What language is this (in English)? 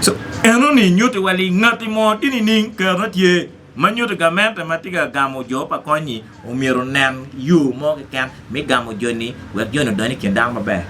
Acoli